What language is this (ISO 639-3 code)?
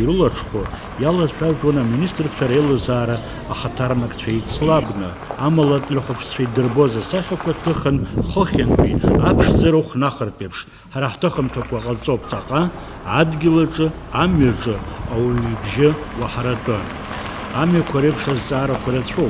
abk